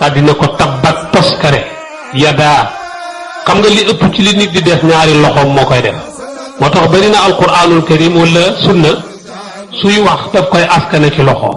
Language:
Wolof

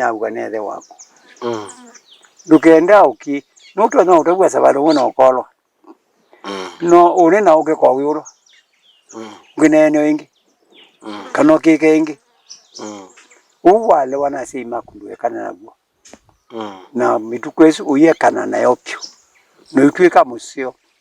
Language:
Kamba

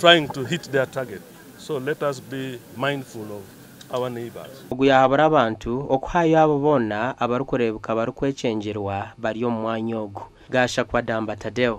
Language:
Nyankole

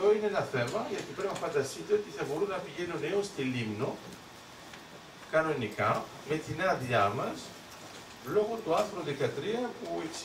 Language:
Greek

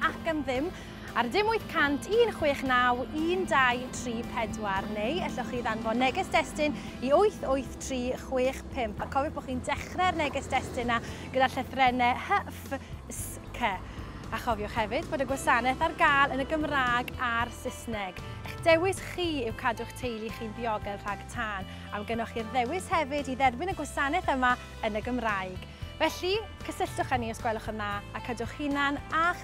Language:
Welsh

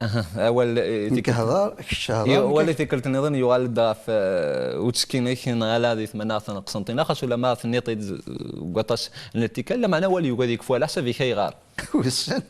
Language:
Kabyle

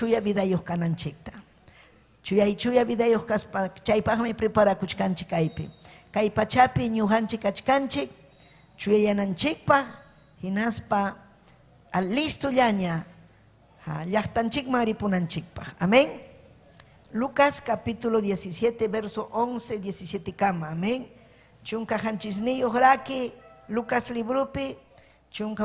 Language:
Ayacucho Quechua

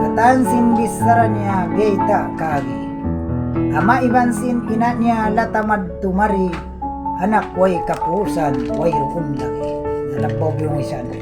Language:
Tausug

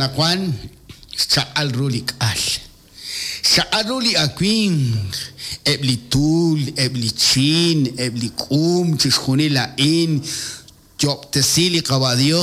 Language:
Kekchí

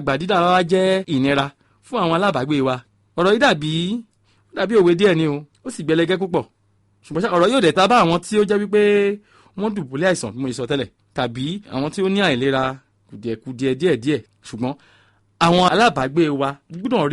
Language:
Yoruba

